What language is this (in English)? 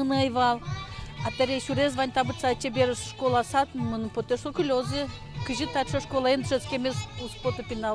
Udmurt